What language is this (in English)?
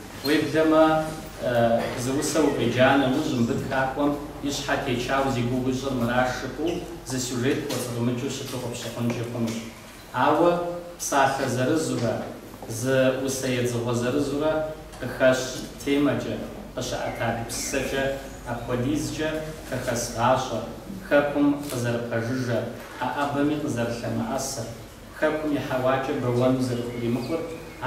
Kabardian